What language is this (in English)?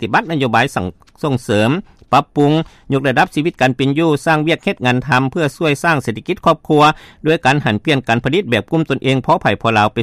Lao